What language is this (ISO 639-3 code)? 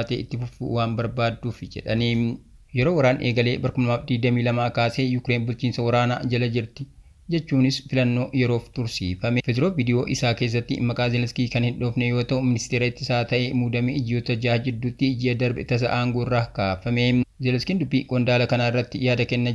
orm